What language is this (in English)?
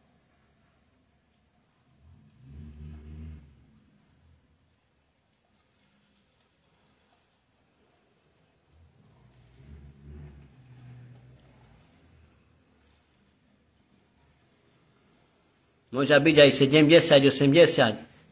Slovak